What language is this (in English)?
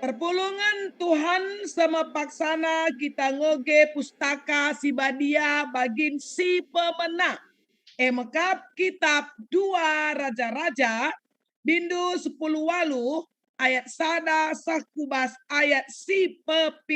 Batak Karo